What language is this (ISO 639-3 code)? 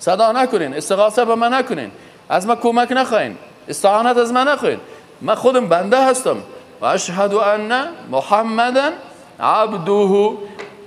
fas